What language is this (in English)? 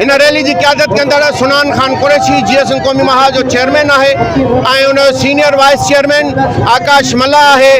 Sindhi